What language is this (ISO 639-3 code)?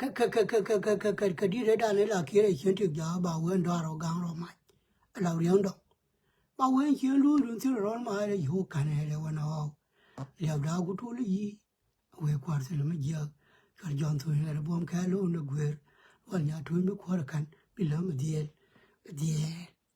nus